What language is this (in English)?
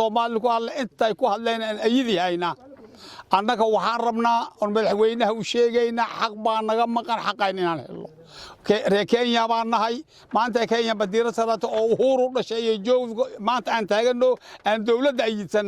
Somali